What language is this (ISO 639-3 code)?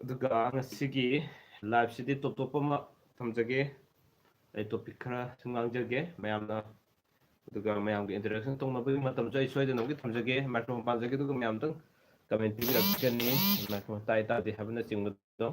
mni